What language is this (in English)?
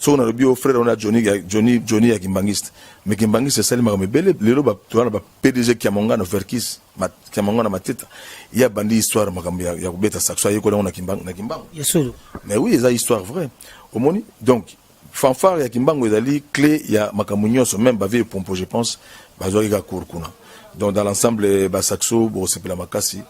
Lingala